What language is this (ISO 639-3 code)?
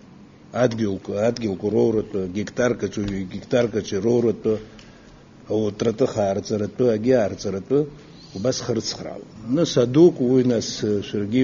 abk